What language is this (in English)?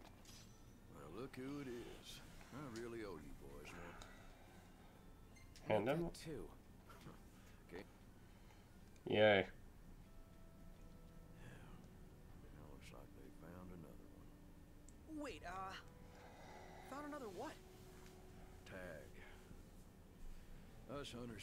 English